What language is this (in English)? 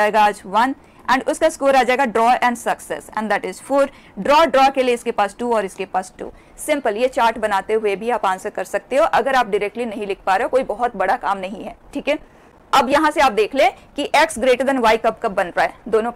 Hindi